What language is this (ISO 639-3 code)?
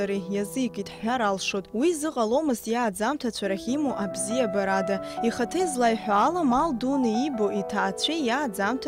abk